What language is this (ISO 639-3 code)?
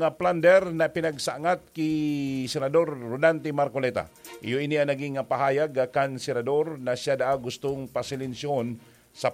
bik